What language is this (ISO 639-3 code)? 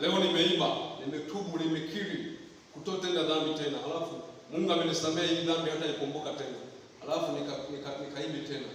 swa